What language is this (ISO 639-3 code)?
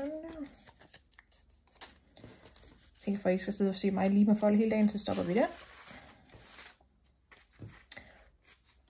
dan